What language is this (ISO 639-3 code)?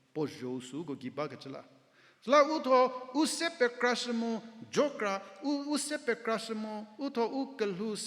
njm